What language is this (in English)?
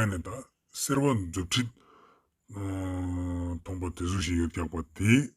Ladakhi